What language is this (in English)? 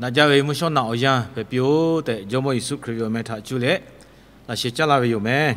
Lahu